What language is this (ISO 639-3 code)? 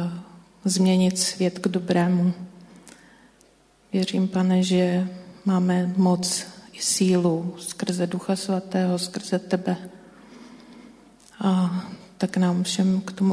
ces